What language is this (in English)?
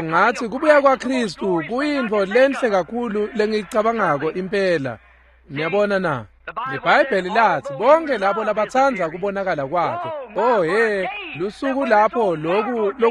Swati